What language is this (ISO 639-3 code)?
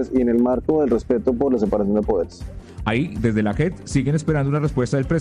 spa